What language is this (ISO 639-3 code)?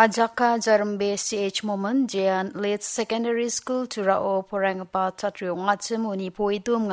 grt